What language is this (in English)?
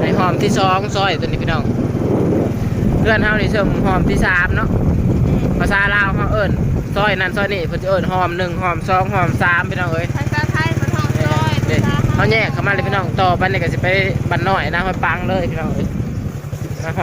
Lao